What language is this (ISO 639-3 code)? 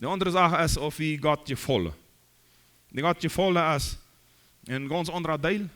pdt